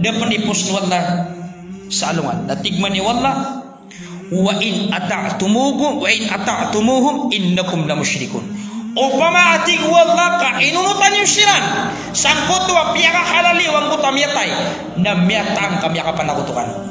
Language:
Maranao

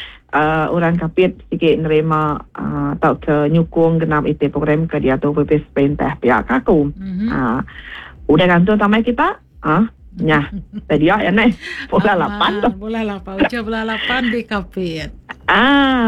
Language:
Iban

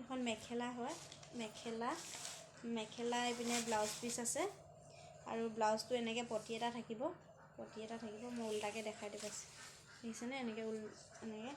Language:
Assamese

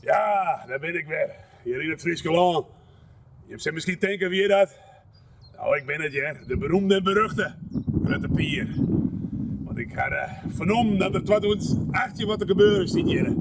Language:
Western Frisian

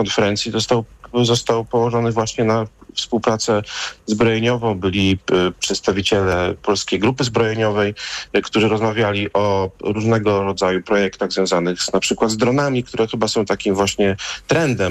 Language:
Polish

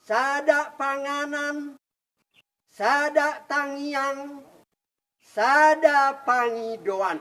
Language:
Batak Toba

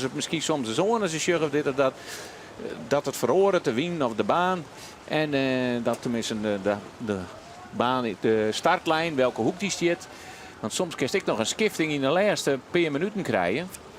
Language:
Western Frisian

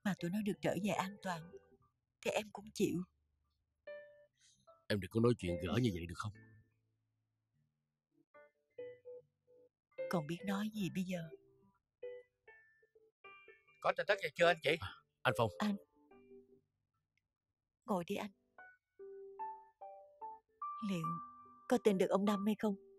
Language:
Vietnamese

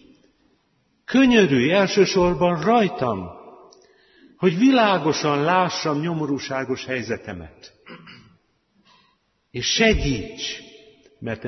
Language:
Hungarian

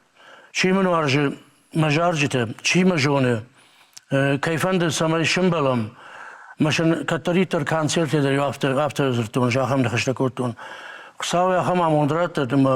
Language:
Ossetic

